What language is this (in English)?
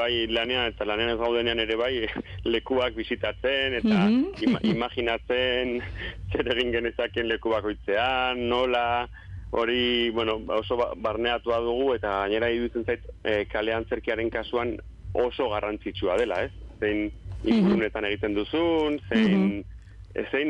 Basque